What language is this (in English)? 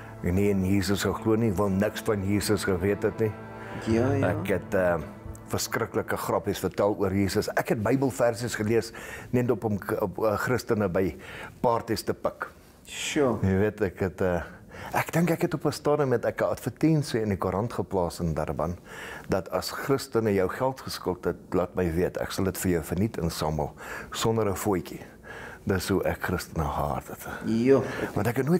Afrikaans